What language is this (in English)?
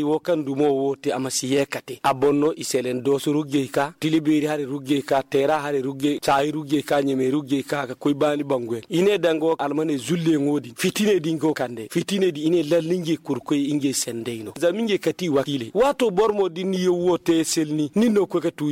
Zarma